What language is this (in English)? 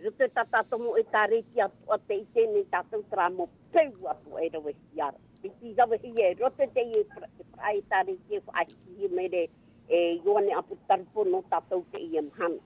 Tahitian